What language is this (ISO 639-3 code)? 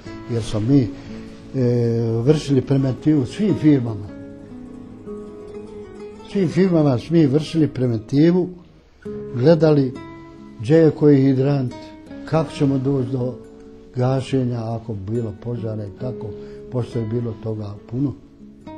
bos